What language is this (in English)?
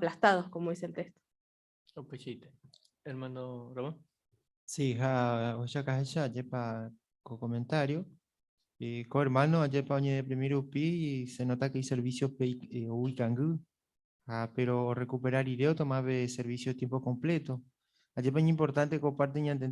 Guarani